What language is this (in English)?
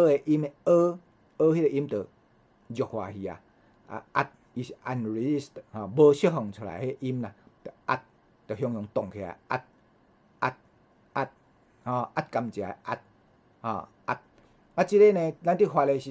Min Nan Chinese